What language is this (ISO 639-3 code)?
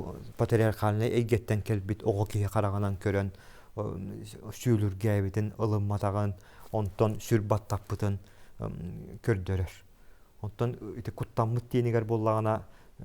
sah